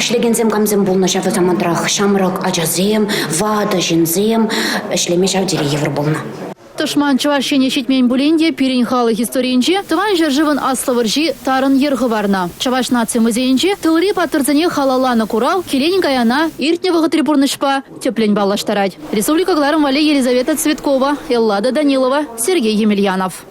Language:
Chuvash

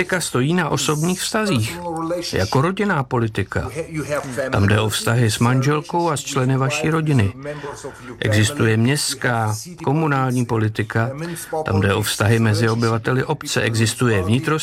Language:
Czech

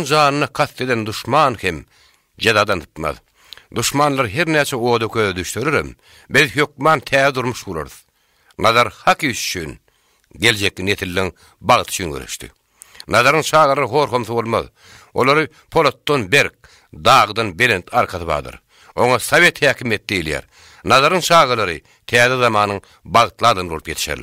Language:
Turkmen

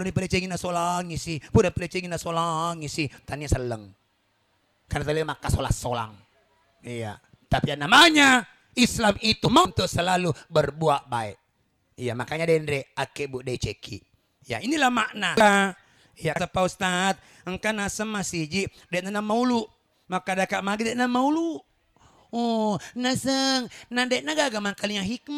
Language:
Buginese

